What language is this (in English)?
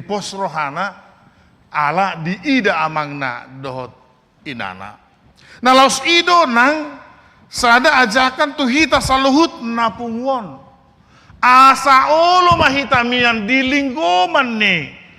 Batak Toba